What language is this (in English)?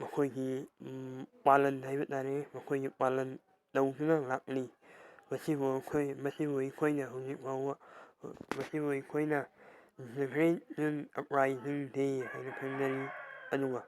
Manipuri